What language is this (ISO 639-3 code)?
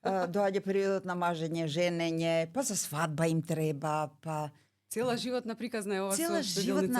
mkd